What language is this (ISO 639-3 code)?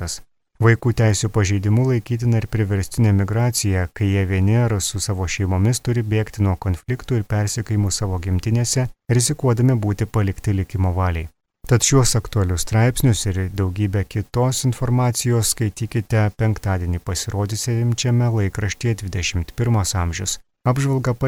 lit